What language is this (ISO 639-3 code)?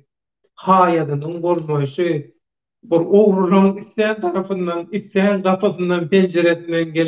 tuk